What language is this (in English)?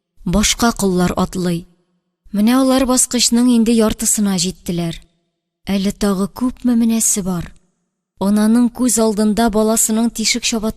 Tatar